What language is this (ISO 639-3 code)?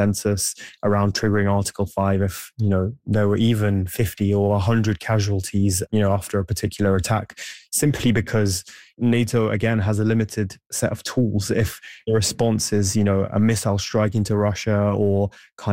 eng